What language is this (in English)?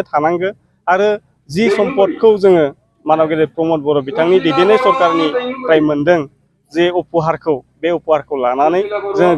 Bodo